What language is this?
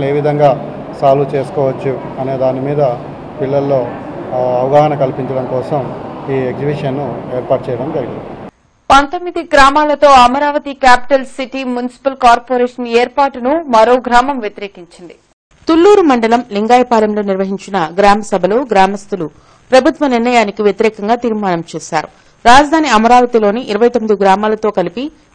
Telugu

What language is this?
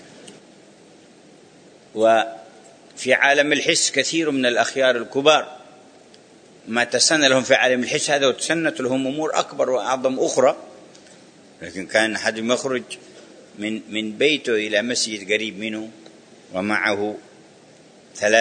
Arabic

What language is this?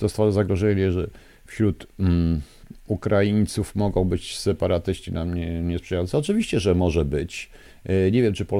Polish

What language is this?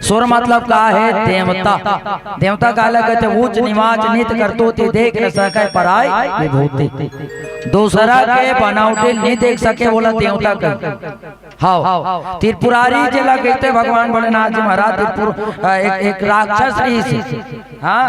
Chhattisgarhi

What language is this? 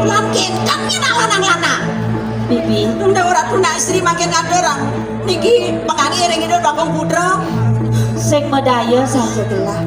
Balinese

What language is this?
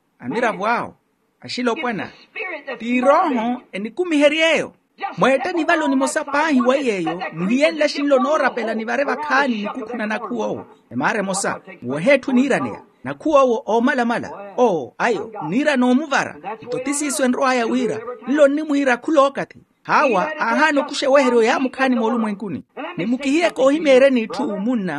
Makhuwa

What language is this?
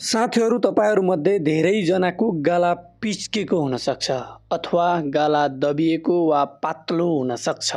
Nepali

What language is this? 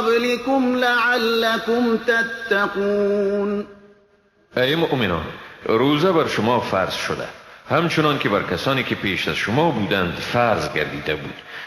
Persian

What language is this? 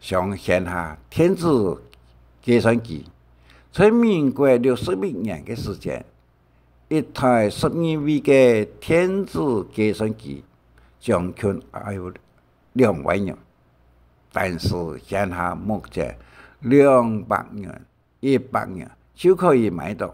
Hakka Chinese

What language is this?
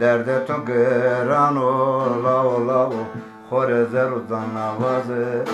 Zaza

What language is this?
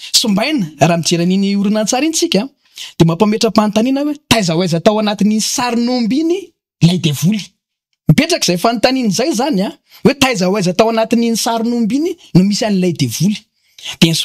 Malagasy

